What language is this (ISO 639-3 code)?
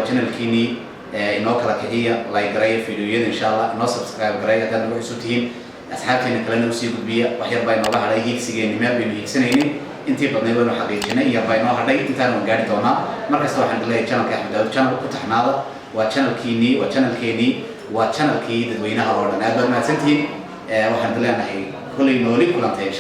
som